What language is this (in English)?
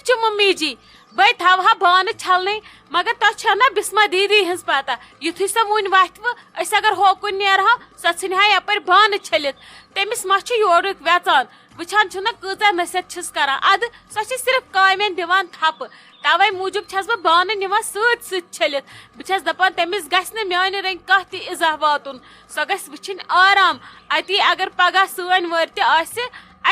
Kashmiri